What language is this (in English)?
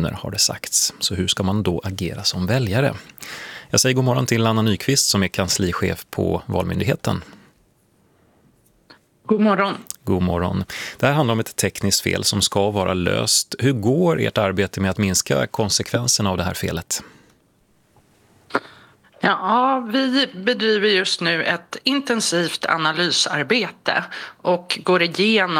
Swedish